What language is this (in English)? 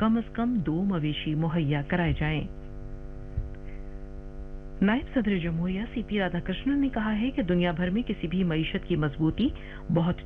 Urdu